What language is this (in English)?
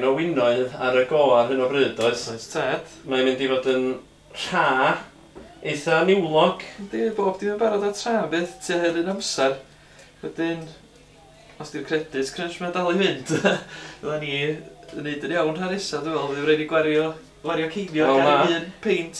Welsh